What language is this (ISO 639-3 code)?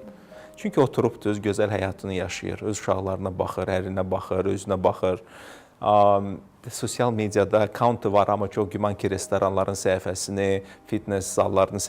aze